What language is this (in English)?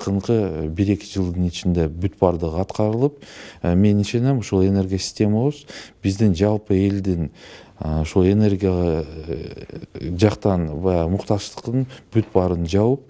Kyrgyz